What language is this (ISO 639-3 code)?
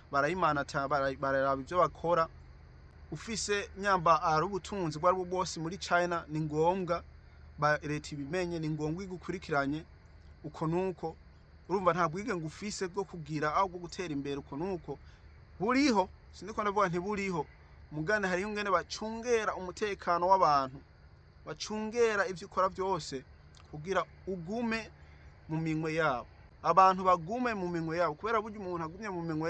run